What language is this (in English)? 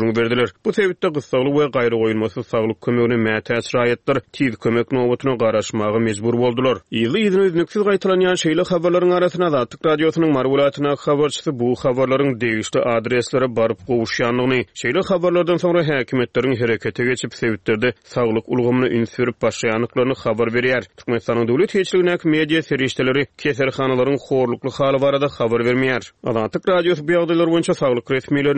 Turkmen